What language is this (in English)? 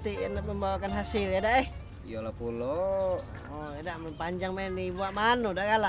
Musi